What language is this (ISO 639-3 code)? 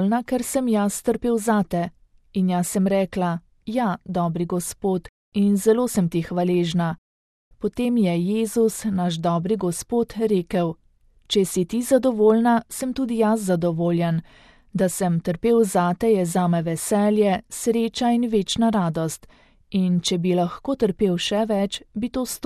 slv